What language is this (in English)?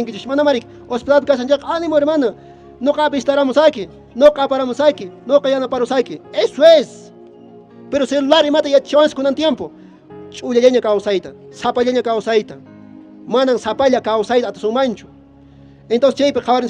Quechua